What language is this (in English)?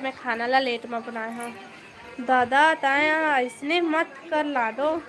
Chhattisgarhi